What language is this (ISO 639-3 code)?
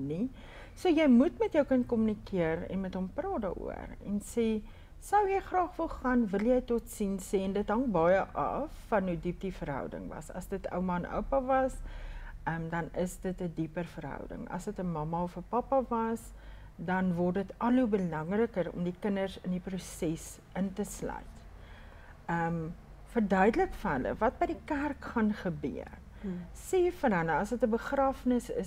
afr